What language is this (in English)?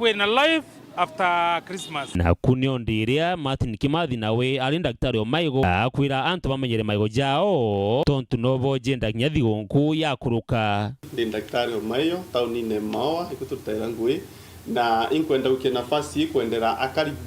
Meru